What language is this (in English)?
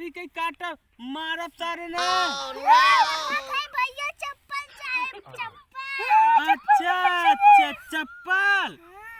Awadhi